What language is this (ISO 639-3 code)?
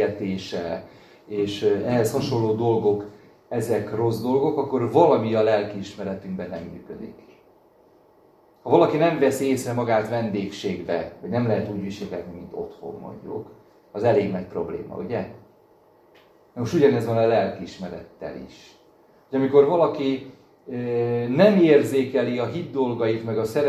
hun